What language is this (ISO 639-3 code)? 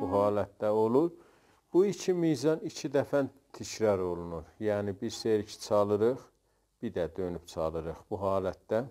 azb